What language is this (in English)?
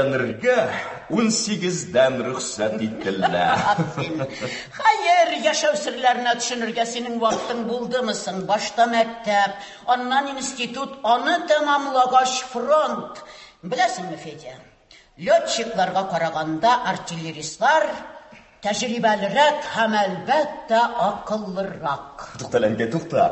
Tatar